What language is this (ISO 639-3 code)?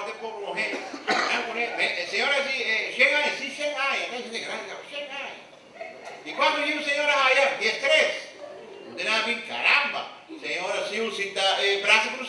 pap